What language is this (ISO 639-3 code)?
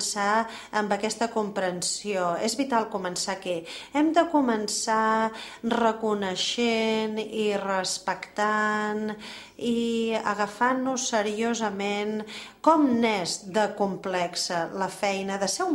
cat